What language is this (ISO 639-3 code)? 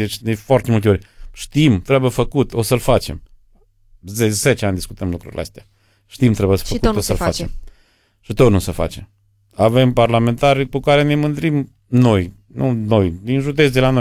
ron